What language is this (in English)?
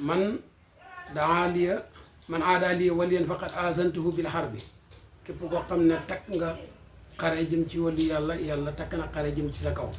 Wolof